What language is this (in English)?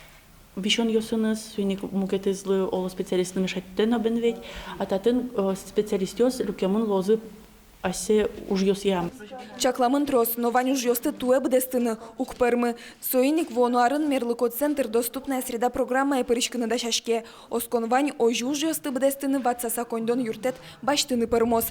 Udmurt